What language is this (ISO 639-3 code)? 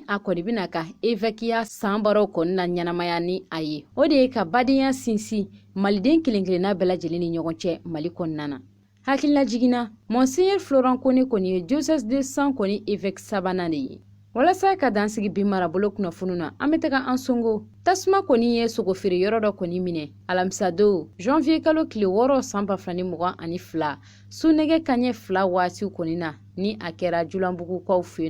bam